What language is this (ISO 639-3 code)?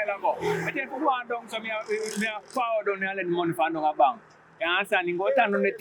jam